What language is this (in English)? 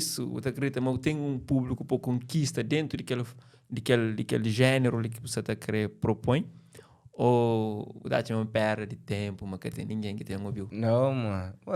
Kabuverdianu